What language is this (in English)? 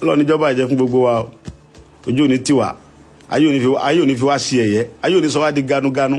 Yoruba